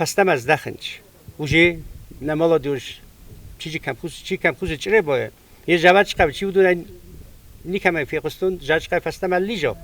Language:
Ossetic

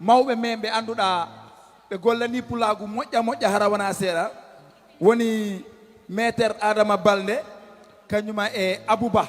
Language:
Fula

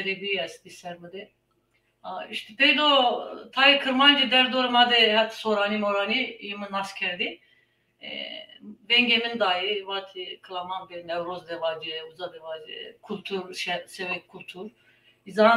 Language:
Zaza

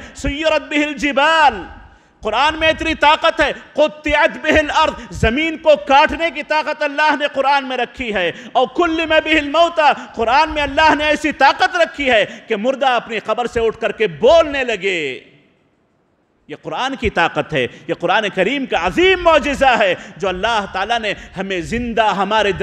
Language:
Urdu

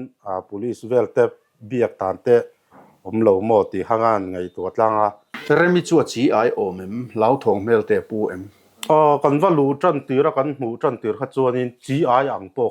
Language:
Mizo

